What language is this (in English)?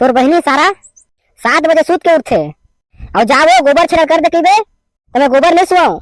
Chhattisgarhi